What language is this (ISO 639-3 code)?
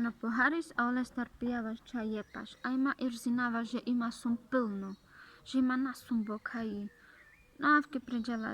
rmc